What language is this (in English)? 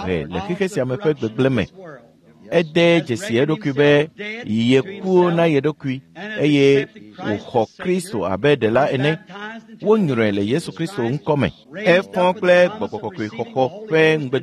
Ewe